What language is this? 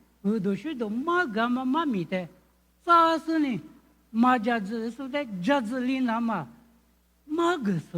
Lisu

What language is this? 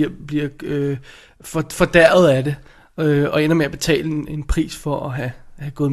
Danish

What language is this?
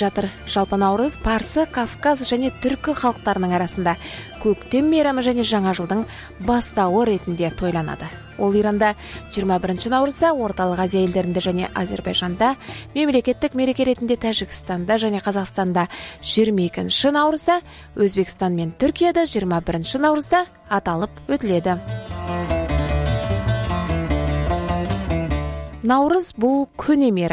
Kazakh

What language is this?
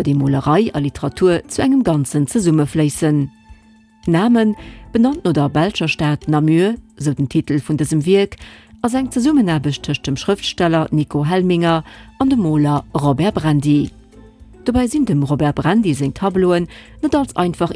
Luxembourgish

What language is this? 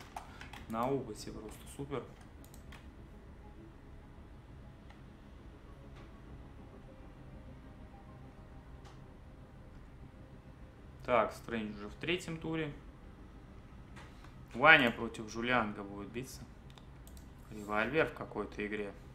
Russian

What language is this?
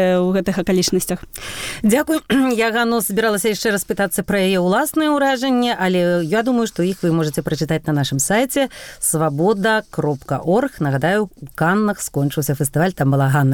Belarusian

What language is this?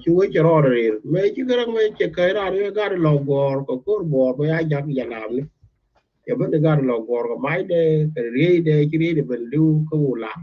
Nuer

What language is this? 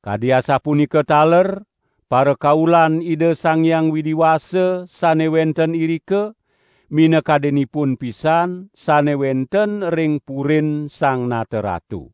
Balinese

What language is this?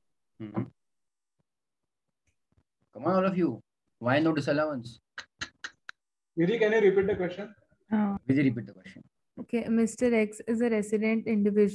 English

